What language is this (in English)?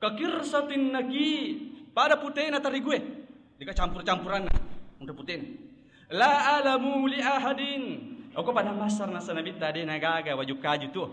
Buginese